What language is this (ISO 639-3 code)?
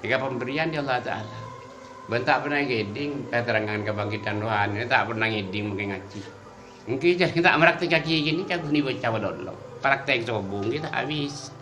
mad